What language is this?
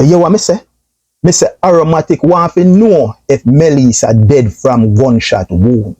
Jamaican Creole English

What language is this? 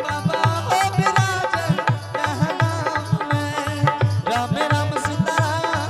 Angika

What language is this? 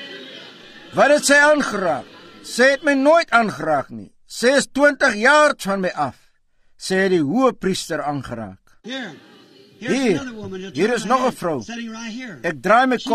Afrikaans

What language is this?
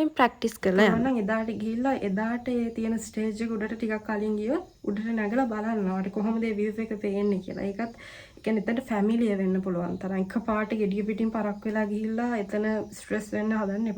Sinhala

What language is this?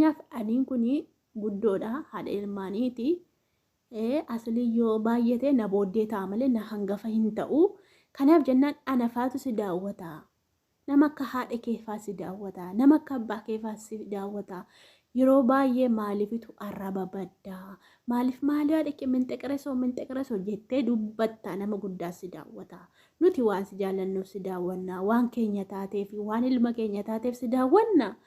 Oromo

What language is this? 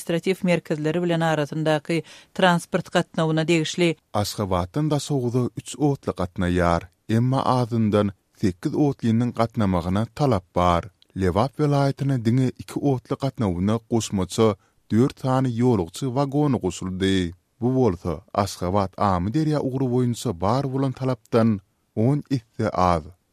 Turkmen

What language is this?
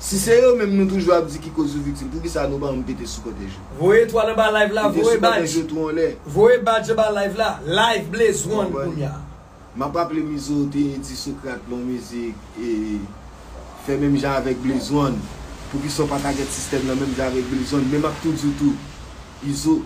Haitian Creole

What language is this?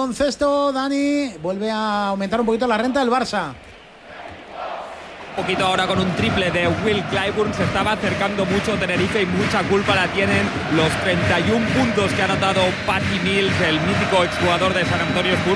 Spanish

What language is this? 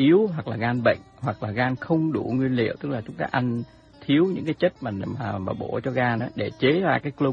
Vietnamese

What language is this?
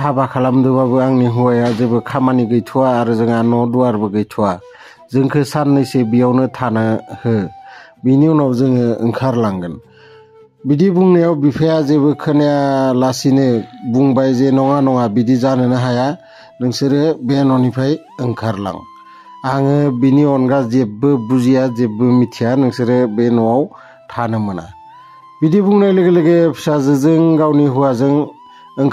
Bodo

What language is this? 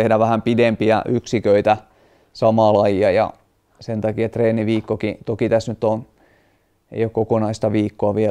Finnish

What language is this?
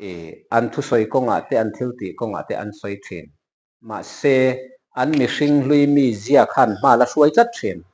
Mizo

